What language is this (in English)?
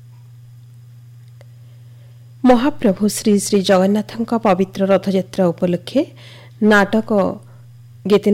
Odia